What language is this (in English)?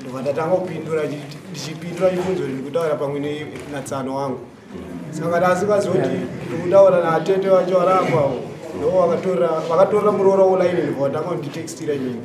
Shona